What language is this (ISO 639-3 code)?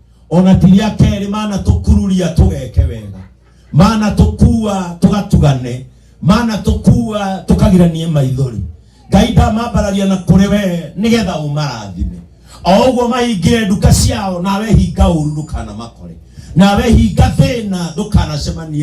kik